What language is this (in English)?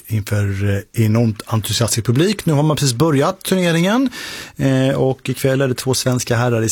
Swedish